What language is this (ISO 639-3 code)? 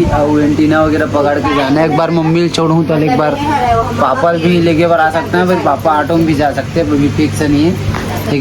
hne